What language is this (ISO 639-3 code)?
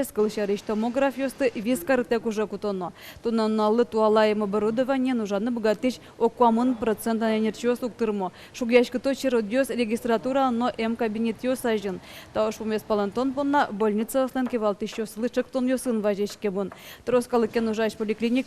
udm